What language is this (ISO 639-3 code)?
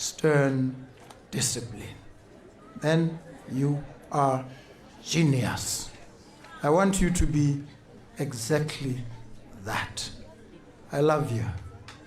tsn